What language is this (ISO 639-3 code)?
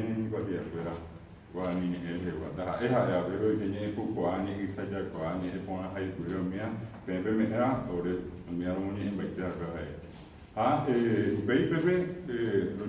grn